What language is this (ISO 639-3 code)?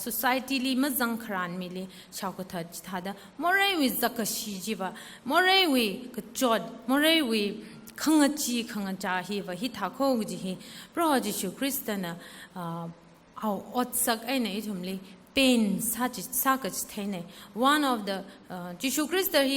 nmf